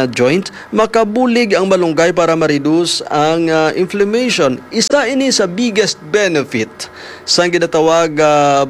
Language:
Hiligaynon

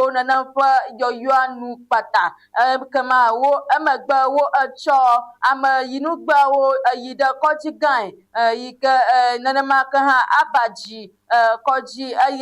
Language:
Ewe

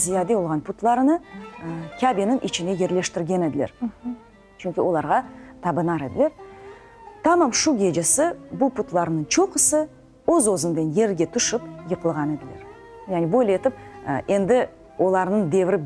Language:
Crimean Tatar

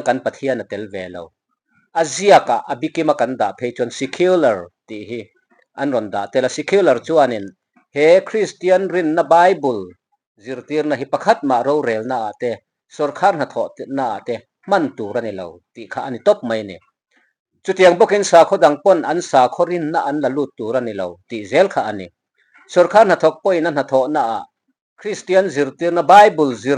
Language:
Mizo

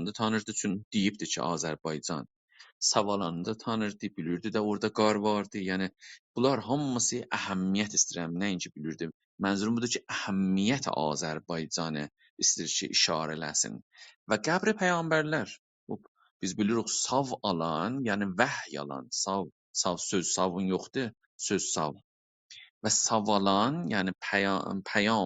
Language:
South Azerbaijani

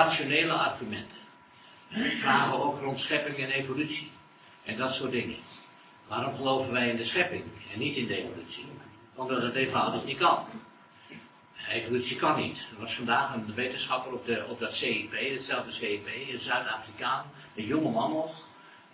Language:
Dutch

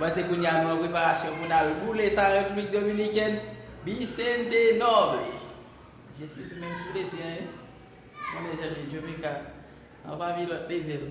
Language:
Haitian Creole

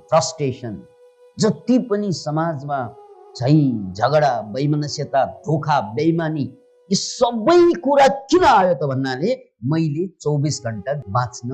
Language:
Nepali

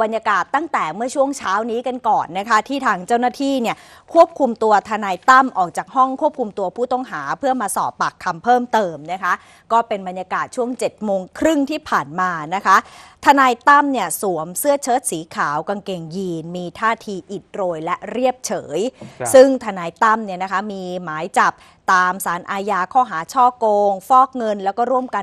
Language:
Thai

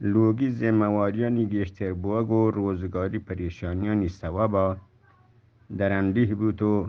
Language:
Eastern Balochi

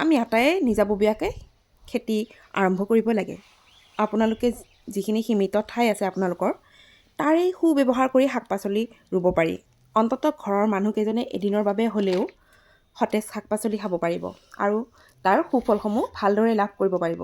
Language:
Assamese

